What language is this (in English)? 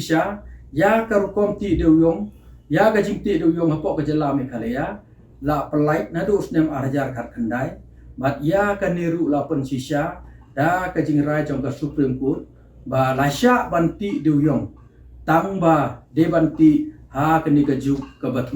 Khasi